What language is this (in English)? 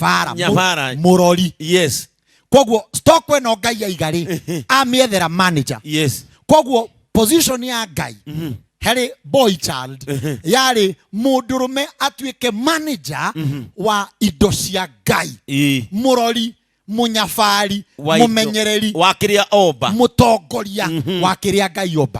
Kikuyu